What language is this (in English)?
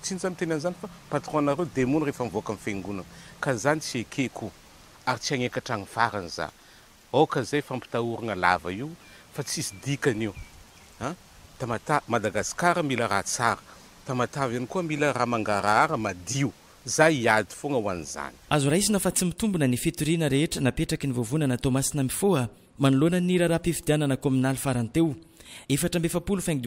Malagasy